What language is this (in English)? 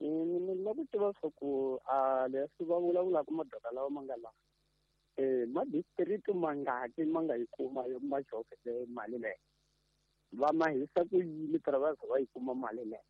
Tsonga